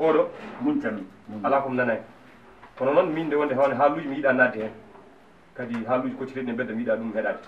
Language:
Fula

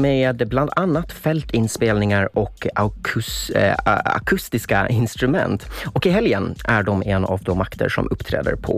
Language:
Swedish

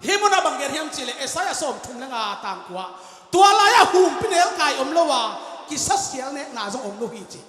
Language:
Tedim Chin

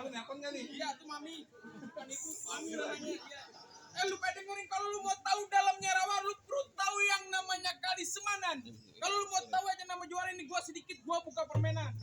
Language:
Betawi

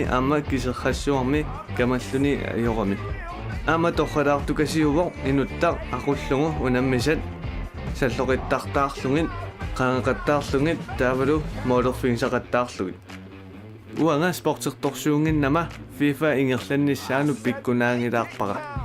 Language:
Kalaallisut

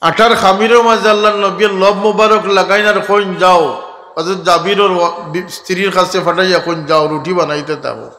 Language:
Sylheti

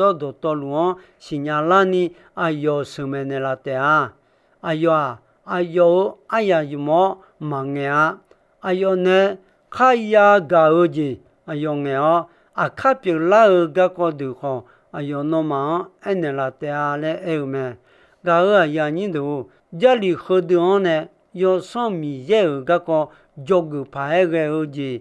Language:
Akha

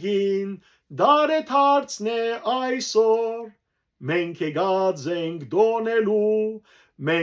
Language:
Western Armenian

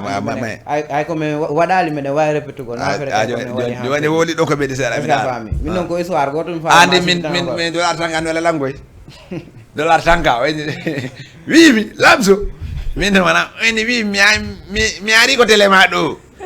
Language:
Fula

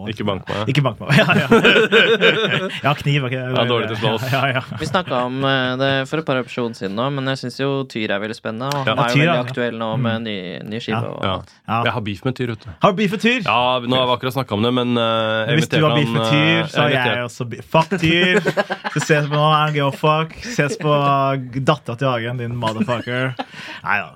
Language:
Norwegian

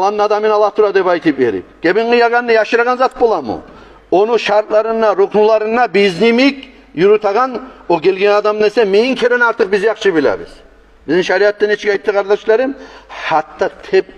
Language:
Kumyk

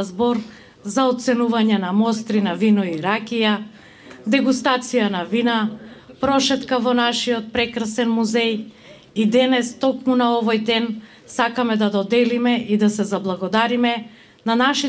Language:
Macedonian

